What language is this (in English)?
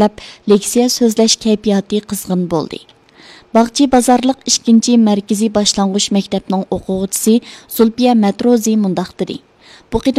Uyghur